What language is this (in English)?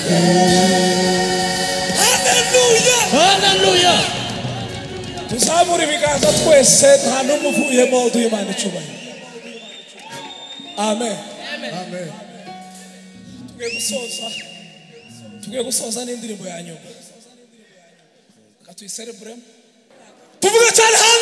Kinyarwanda